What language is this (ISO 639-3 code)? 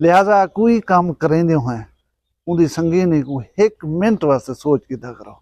skr